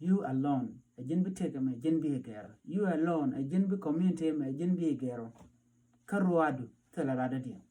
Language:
Nuer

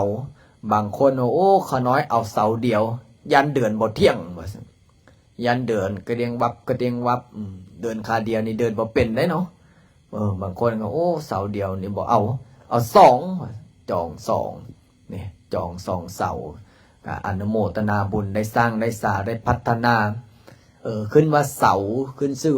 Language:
Lao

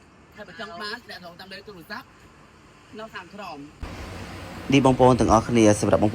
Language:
Khmer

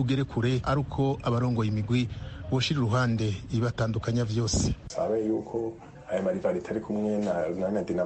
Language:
Rundi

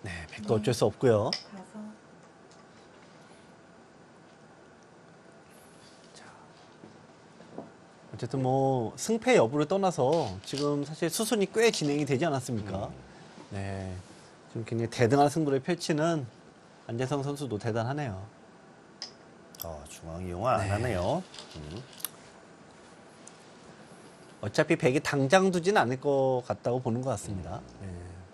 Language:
Korean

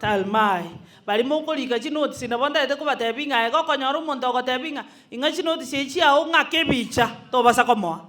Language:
Gusii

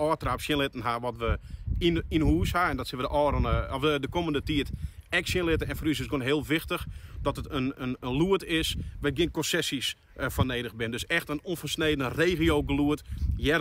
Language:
Western Frisian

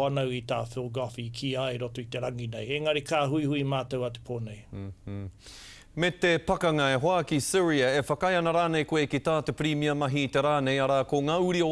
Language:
Māori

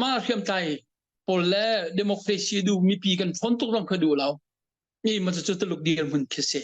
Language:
Hakha Chin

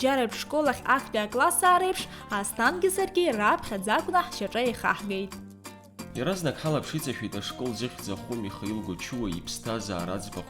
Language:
Abkhazian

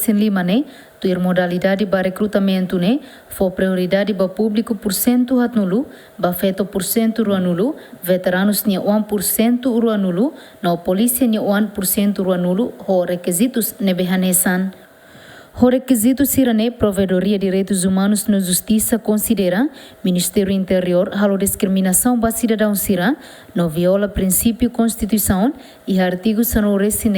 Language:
Tetum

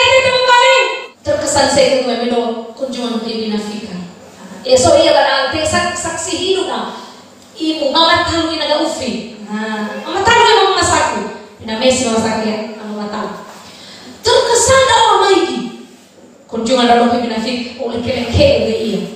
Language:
Nias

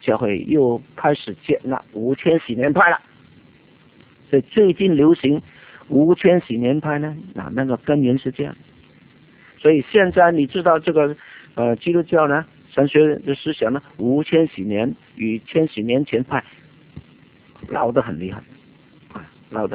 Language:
Chinese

